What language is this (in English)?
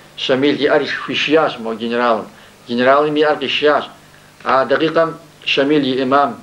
Kabardian